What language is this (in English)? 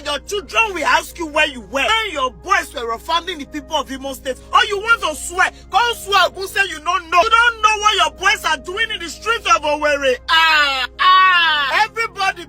Igbo